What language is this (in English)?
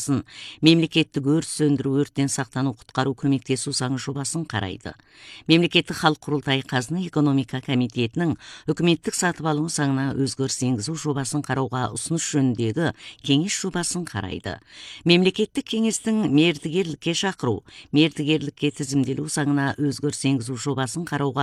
Kazakh